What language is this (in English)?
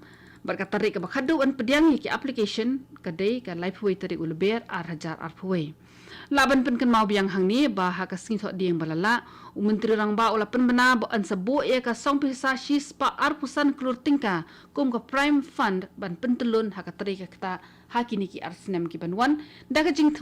Khasi